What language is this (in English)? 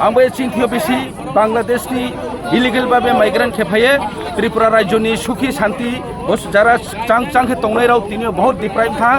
Kok Borok